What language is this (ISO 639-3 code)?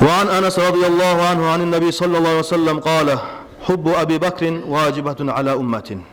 kum